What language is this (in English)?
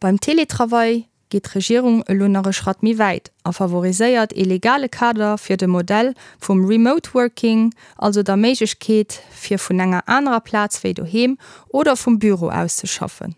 Luxembourgish